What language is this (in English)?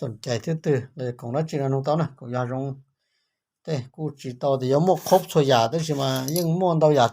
Hmong